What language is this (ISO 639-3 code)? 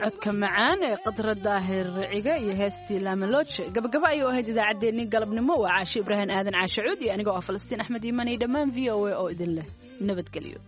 som